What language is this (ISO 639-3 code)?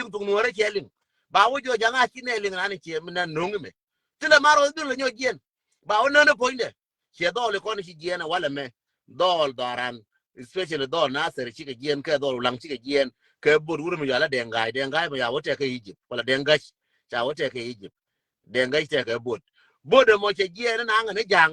nus